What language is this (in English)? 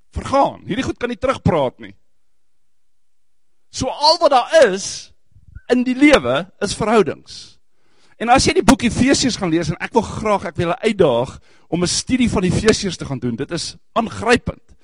Afrikaans